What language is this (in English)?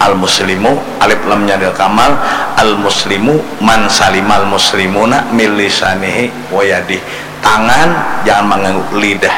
Banjar